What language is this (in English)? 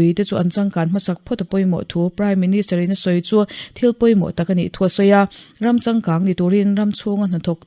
Mizo